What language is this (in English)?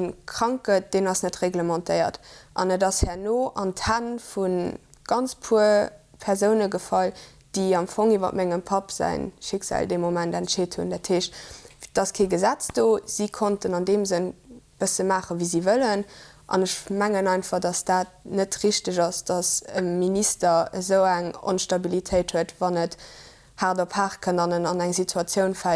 Luxembourgish